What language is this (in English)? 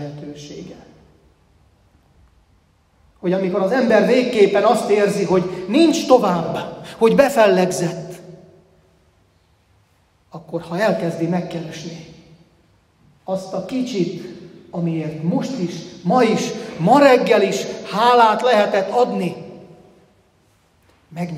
Hungarian